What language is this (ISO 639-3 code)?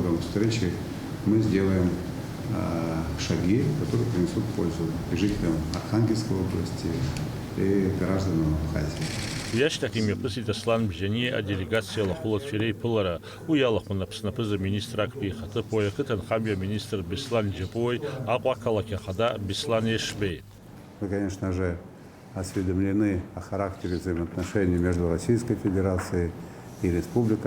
abk